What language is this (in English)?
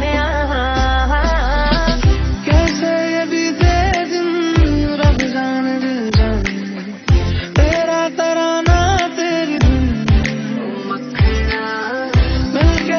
Hindi